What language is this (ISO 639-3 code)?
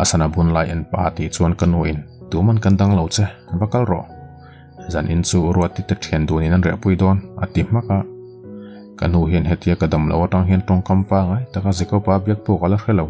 lus